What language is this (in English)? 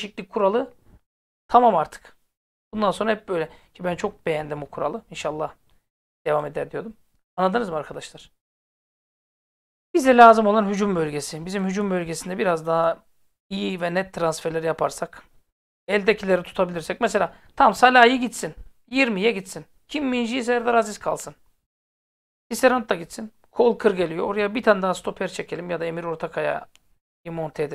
Turkish